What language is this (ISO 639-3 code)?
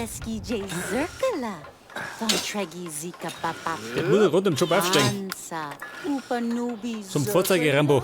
bar